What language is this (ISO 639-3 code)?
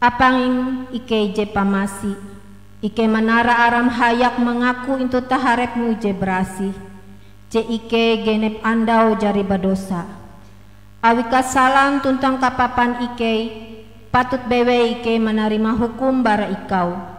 nij